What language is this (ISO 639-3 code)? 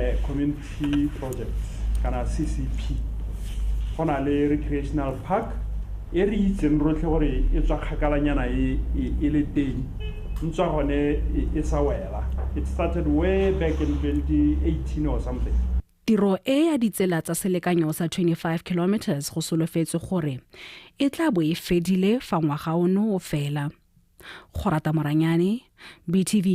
tsn